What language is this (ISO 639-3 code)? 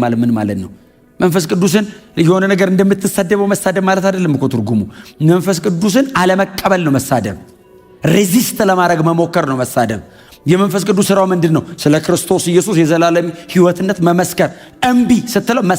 amh